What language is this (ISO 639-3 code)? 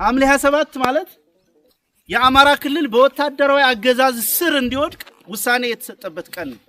amh